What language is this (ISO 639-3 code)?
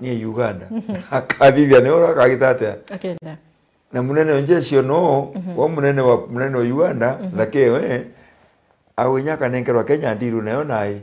mer